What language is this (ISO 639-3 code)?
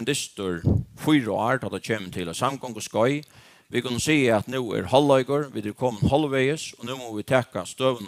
fao